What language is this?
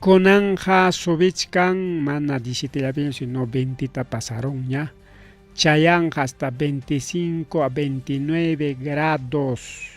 Ayacucho Quechua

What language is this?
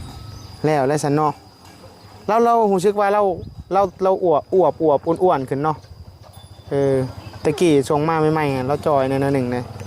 Northeastern Thai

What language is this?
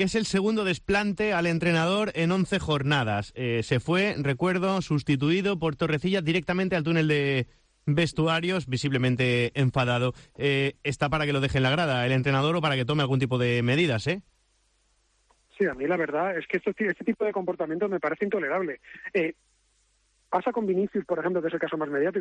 Spanish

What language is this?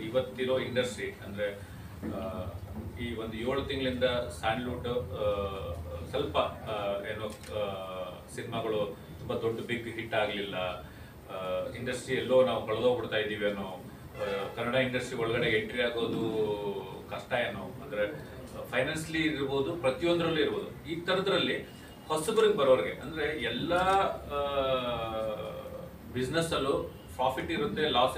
Kannada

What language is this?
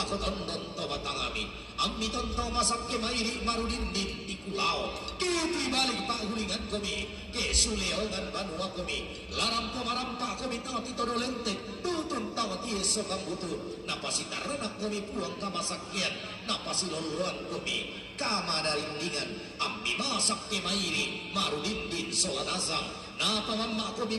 Toraja-Sa'dan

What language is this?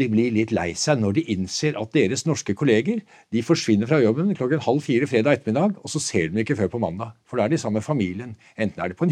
Norwegian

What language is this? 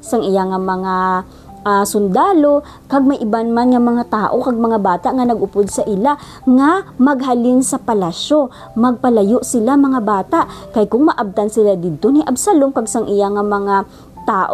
Hiligaynon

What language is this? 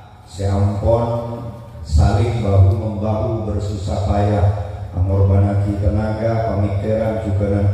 Madurese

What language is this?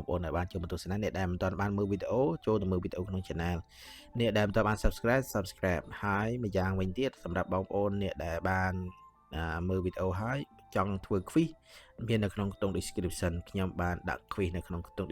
Khmer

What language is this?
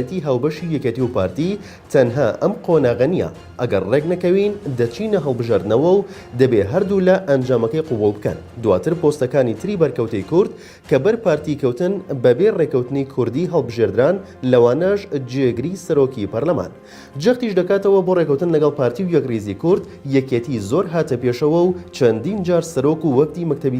Central Kurdish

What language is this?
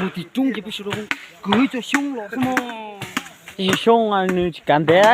Hmong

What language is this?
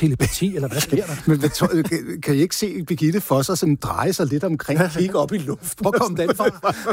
Danish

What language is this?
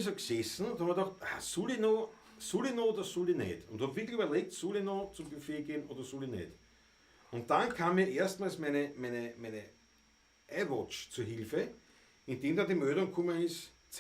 Bavarian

